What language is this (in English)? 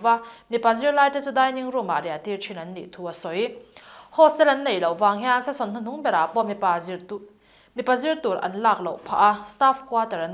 Mizo